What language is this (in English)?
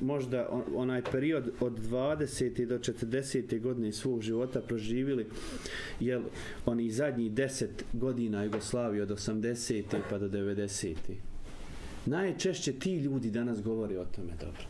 Bosnian